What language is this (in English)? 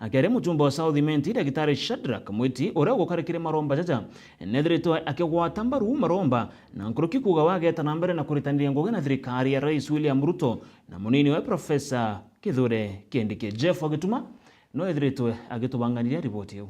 Meru